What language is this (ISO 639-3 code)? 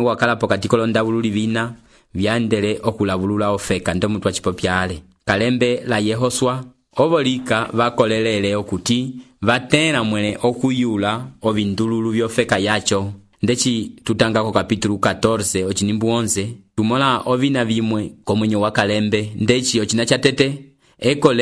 umb